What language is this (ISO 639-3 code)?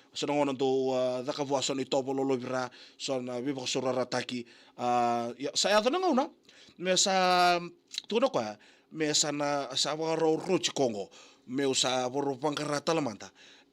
fij